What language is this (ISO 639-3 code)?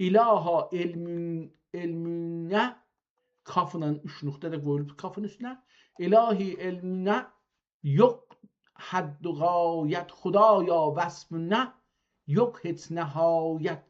azb